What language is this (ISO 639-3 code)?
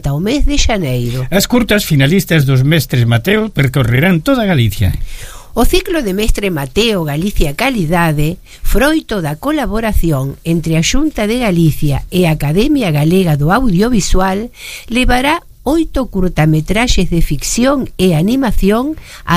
glg